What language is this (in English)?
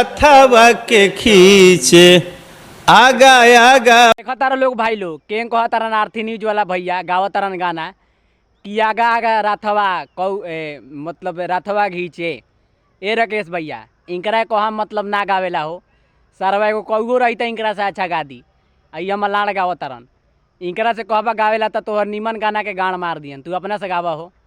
Bhojpuri